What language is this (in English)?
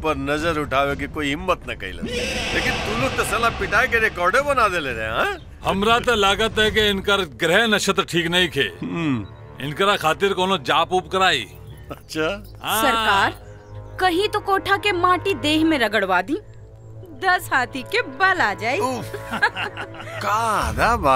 Bhojpuri